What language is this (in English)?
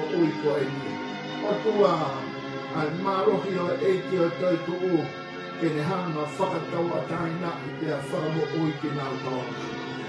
Tongan